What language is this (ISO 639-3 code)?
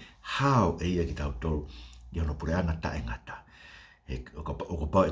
ton